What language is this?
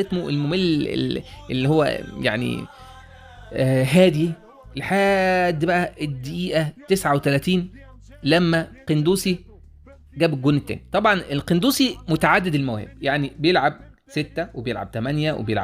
Egyptian Arabic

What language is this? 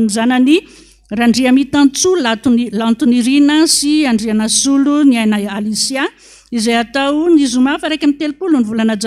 Malagasy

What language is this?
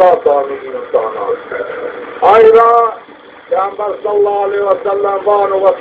Zaza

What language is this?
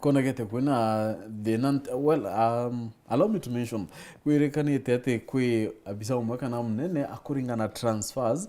Meru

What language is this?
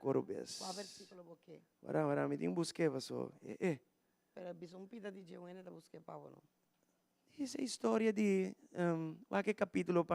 Papiamento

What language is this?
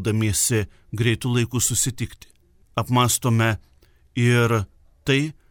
Lithuanian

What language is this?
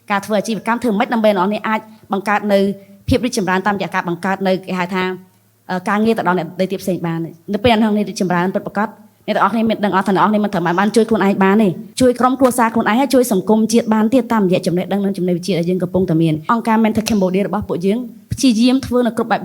Khmer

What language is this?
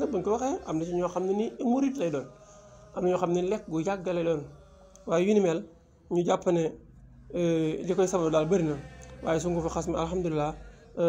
Wolof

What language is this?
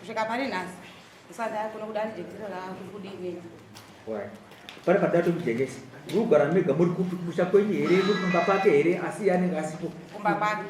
Shona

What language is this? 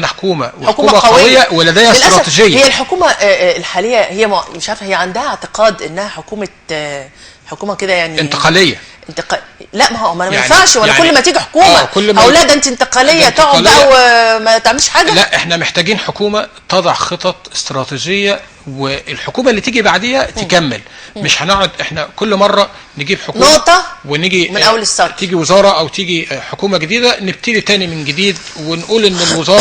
Egyptian Arabic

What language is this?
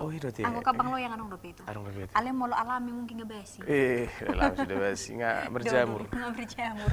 Batak Toba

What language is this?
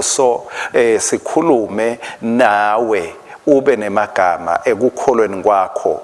Swati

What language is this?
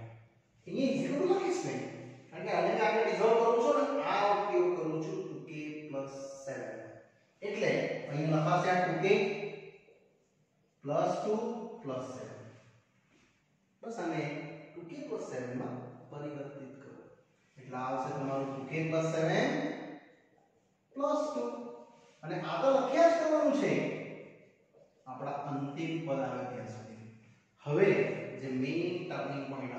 Gujarati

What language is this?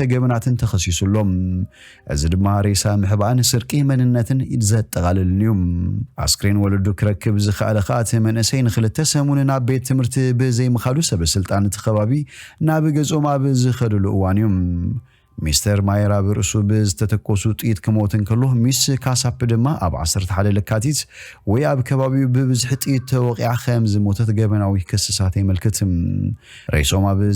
Tigrinya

